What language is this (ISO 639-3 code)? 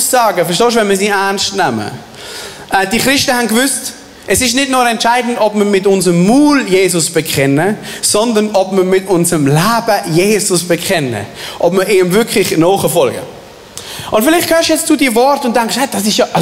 gsw